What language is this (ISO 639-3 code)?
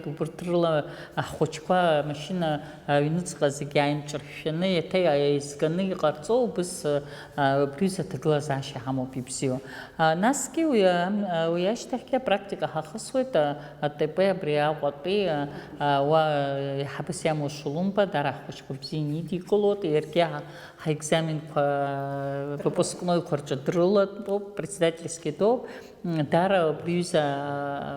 abk